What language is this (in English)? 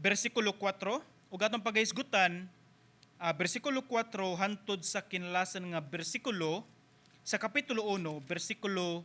Cebuano